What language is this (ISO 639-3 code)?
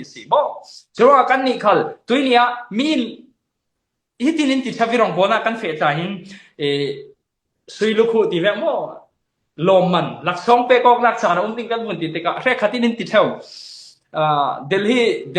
cfm